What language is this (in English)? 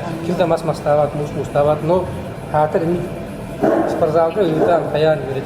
Yakut